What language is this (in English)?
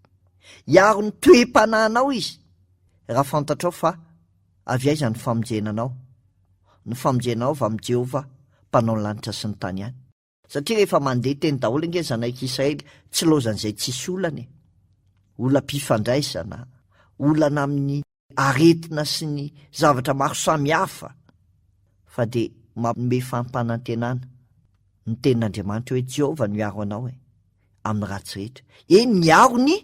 Malagasy